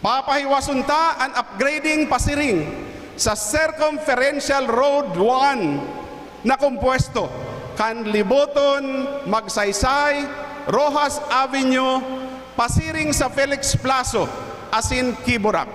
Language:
Bikol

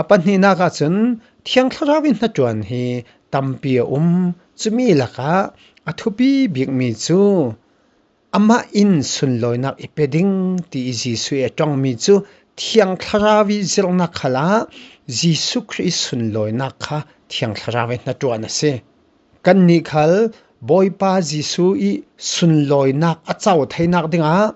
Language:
Falam Chin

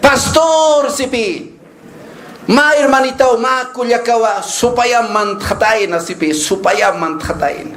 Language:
Aymara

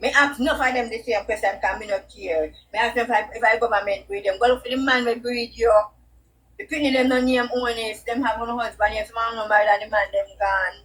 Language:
Jamaican Creole English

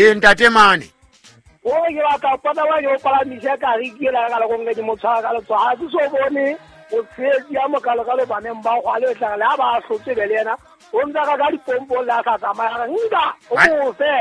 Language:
Southern Sotho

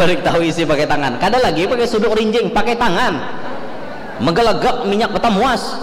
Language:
Banjar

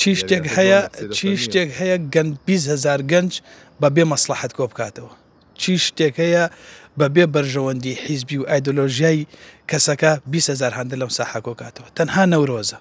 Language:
Central Kurdish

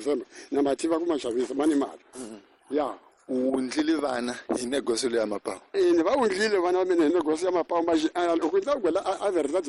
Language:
Tsonga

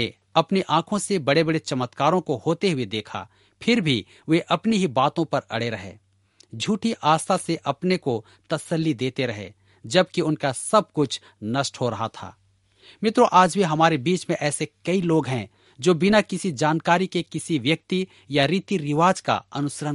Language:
Hindi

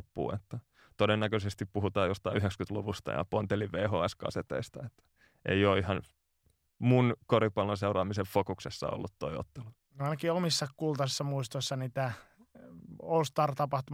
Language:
Finnish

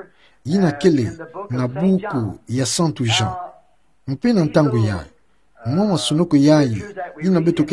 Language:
Kituba (Democratic Republic of Congo)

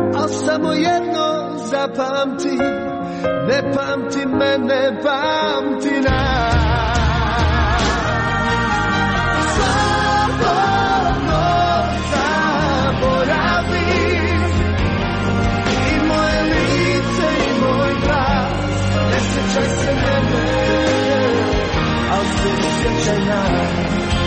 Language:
Croatian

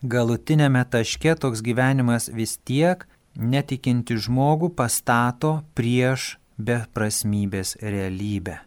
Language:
Lithuanian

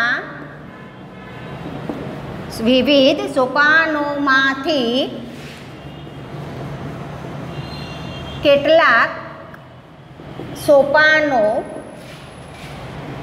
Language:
Gujarati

